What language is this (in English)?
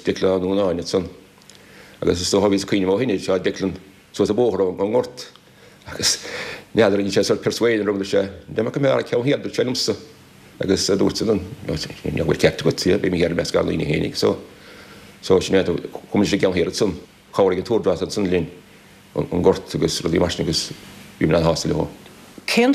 Irish